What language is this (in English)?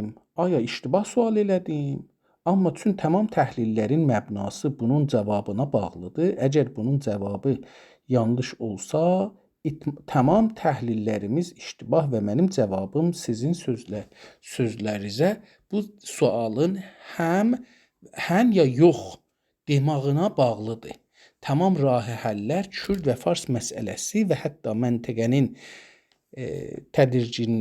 South Azerbaijani